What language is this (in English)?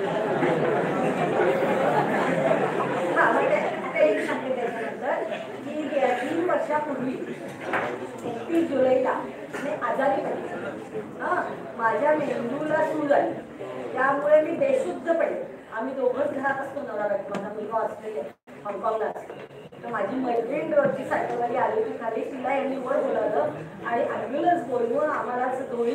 Marathi